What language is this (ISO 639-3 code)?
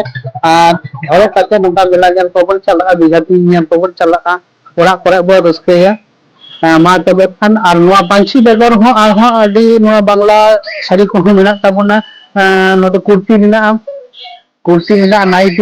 sat